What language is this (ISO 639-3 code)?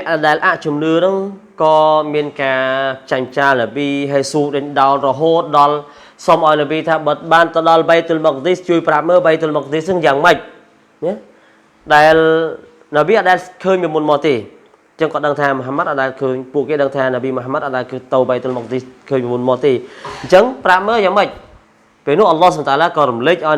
khm